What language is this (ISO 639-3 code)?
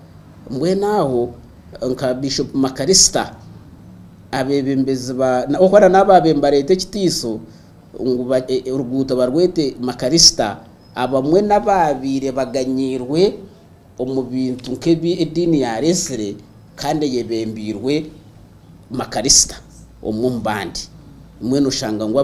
nyn